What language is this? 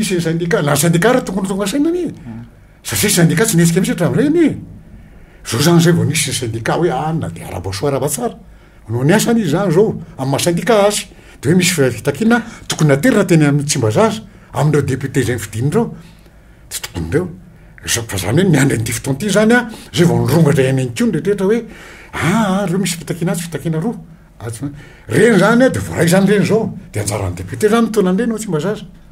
Malagasy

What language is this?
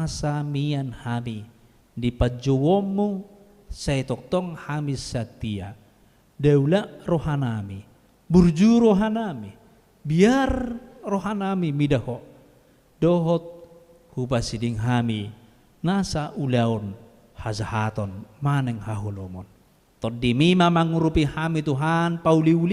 Batak Toba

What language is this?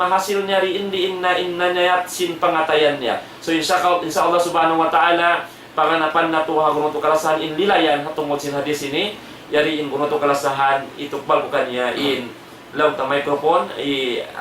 Tausug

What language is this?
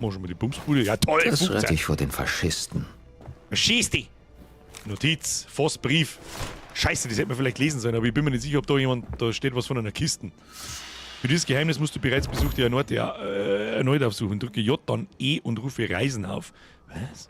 Bavarian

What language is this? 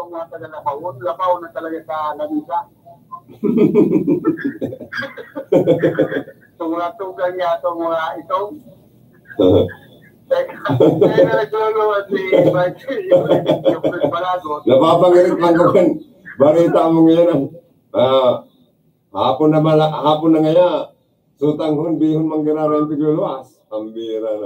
Bikol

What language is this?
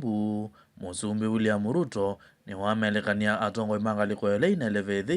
Kamba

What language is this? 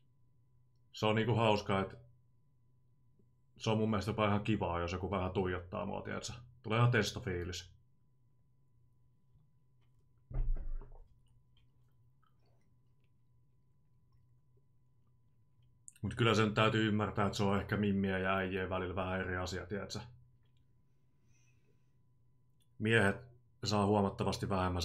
Finnish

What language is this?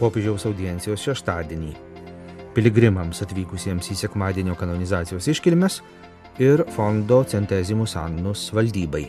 Lithuanian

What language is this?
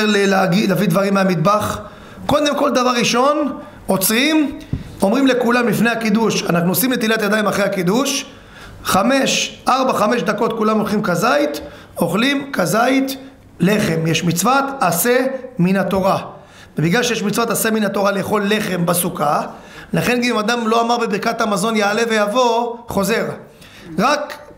Hebrew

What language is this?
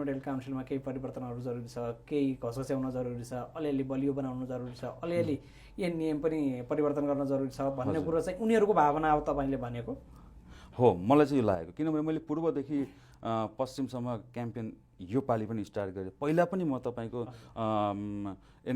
Nepali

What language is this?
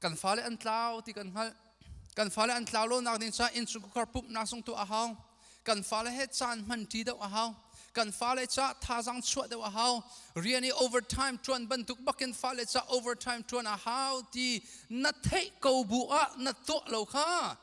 Hakha Chin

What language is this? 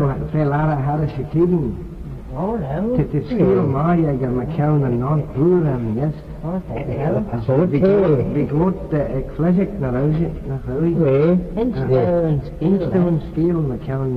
Manx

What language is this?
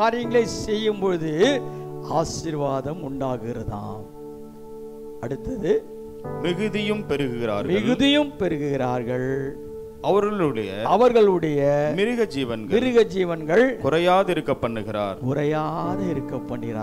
Tamil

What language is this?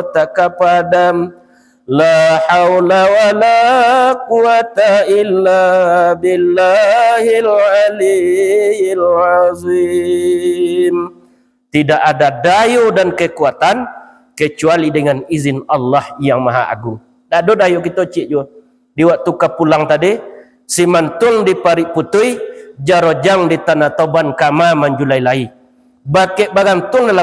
Minangkabau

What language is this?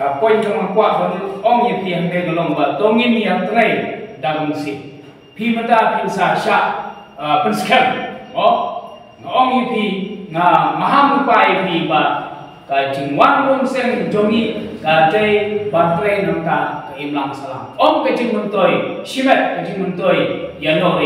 Khasi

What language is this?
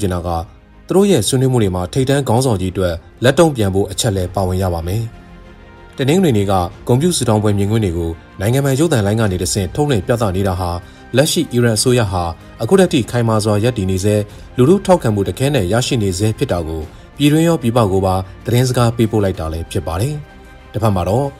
Burmese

